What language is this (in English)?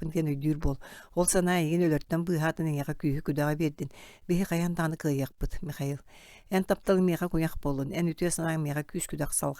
Yakut